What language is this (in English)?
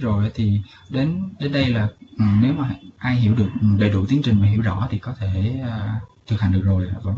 Vietnamese